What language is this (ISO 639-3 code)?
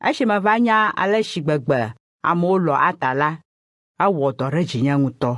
ewe